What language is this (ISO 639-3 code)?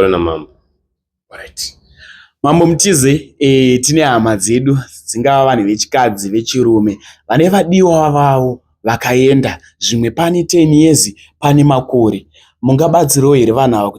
sna